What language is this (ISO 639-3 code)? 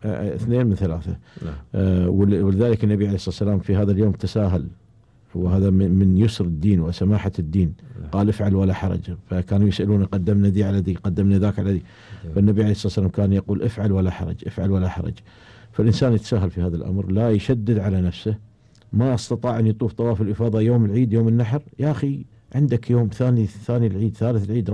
afb